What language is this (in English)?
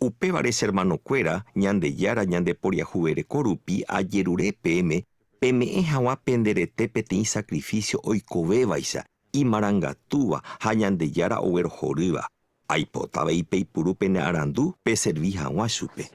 Guarani